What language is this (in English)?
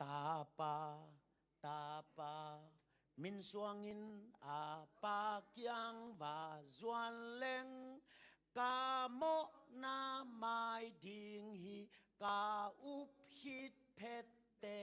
Tedim Chin